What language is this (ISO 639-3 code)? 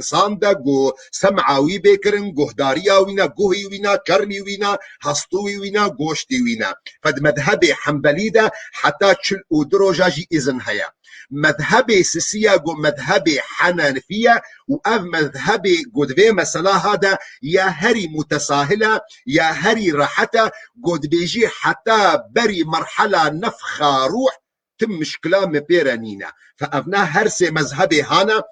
kur